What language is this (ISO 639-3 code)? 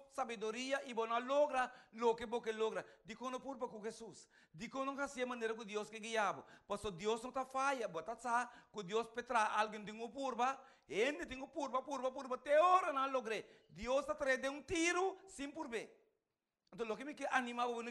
pap